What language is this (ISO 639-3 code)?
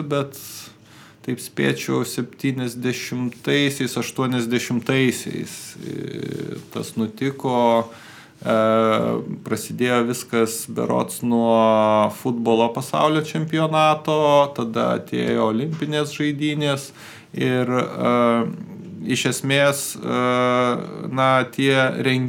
lit